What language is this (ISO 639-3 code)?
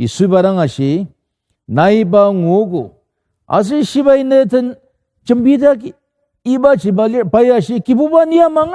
njo